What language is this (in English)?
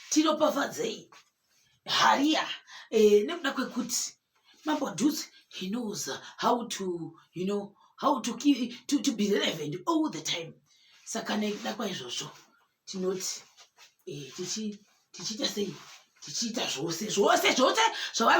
Shona